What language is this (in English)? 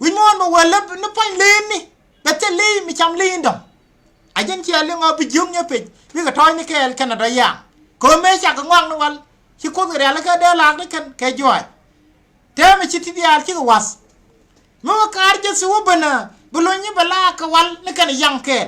Nuer